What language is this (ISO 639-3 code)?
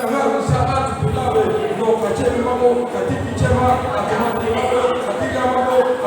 lhu